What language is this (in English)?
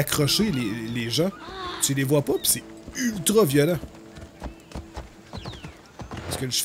French